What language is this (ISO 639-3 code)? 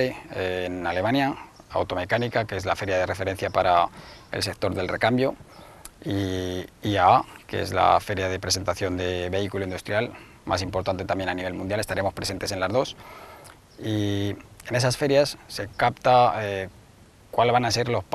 spa